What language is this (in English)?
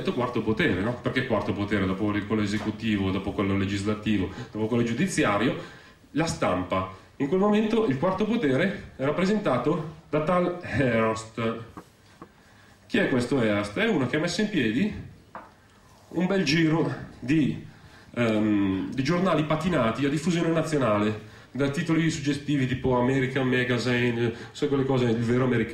Italian